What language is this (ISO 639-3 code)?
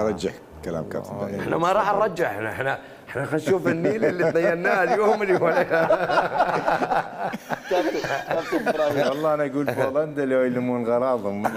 acm